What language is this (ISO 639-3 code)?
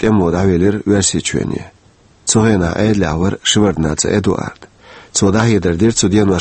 che